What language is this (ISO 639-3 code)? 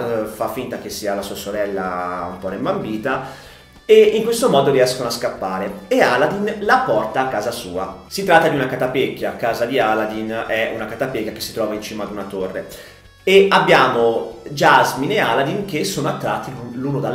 ita